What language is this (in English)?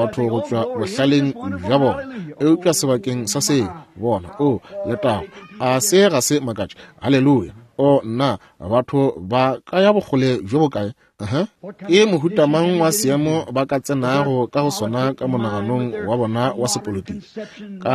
Northern Sotho